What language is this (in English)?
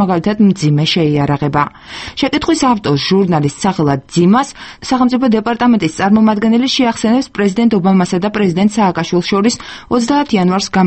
Georgian